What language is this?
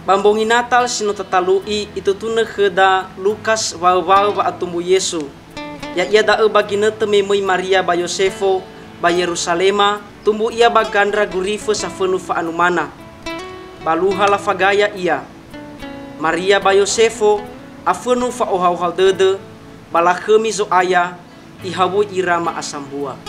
Nias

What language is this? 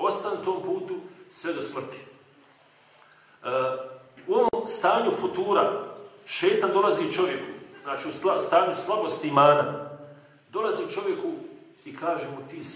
Bosnian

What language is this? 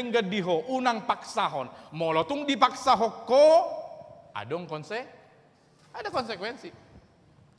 Batak Toba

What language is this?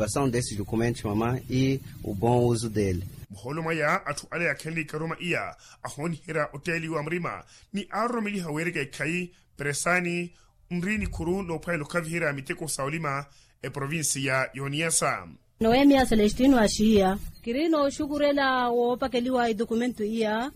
Makhuwa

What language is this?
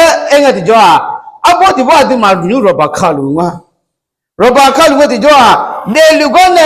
Akha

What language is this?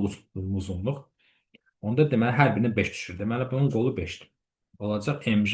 Azerbaijani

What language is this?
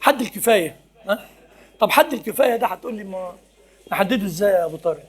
Egyptian Arabic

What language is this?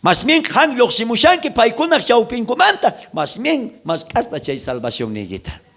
South Bolivian Quechua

